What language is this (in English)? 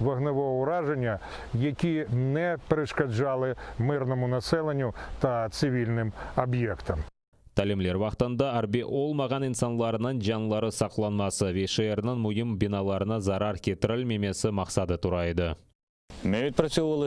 Crimean Tatar